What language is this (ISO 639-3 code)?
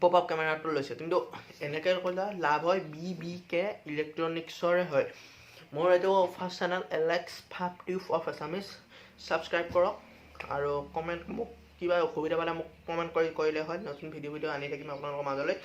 asm